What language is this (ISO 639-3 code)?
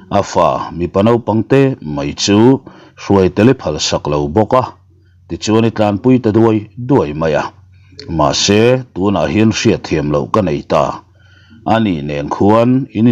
lus